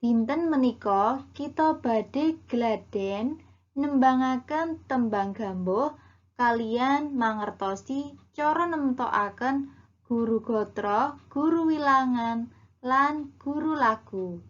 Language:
Javanese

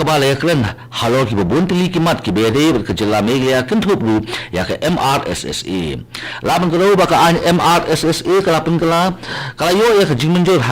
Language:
Khasi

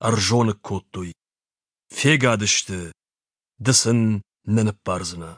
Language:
Ossetic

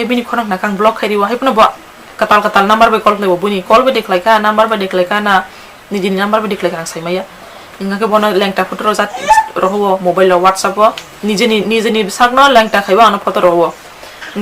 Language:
Kok Borok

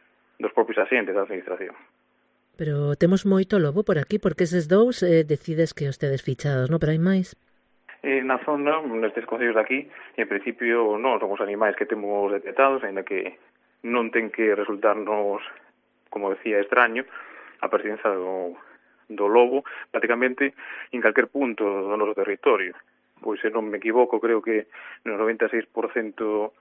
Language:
Galician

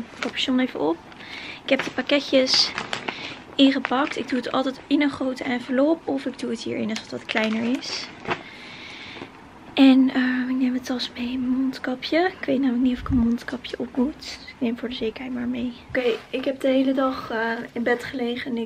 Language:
Dutch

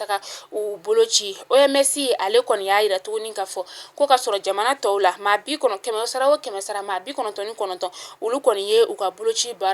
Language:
Bambara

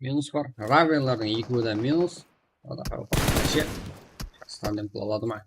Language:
Kara-Kalpak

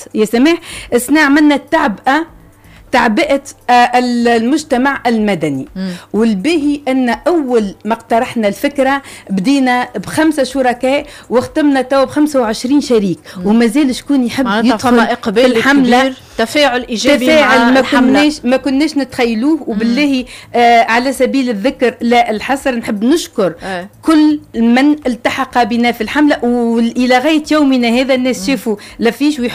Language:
Tunisian Arabic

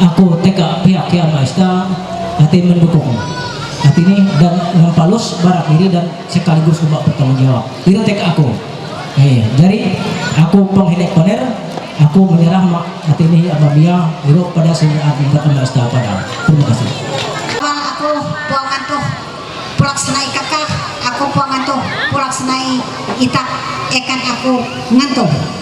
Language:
Ma'anyan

